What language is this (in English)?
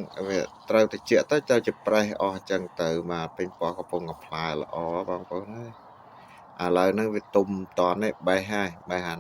Khmer